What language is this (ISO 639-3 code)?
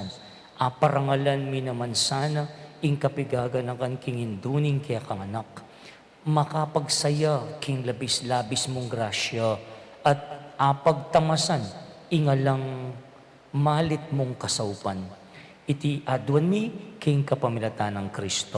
pam